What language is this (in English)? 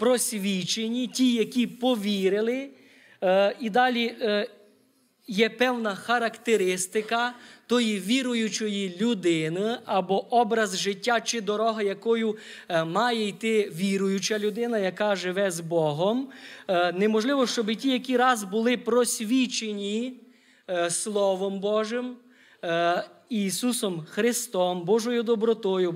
Ukrainian